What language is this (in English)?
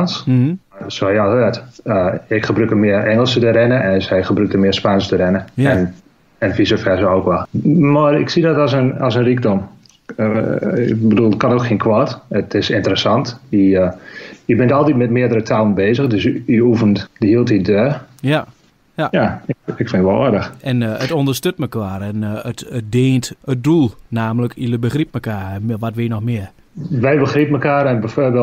Dutch